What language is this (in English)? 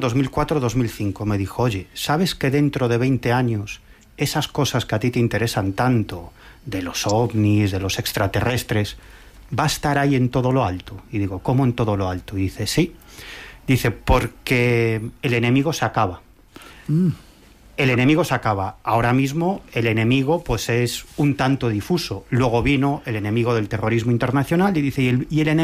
Spanish